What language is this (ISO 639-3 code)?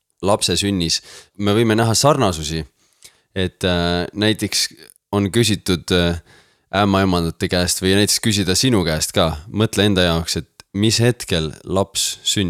est